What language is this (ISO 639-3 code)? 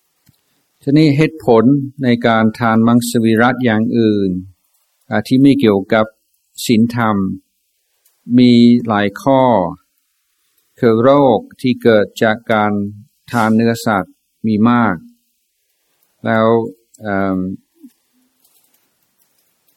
tha